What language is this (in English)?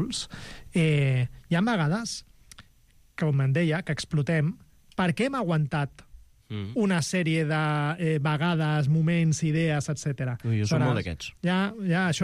Catalan